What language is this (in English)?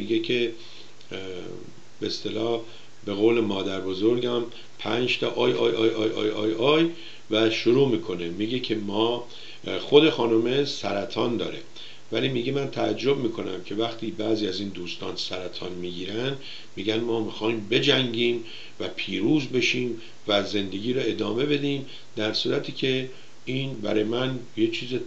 Persian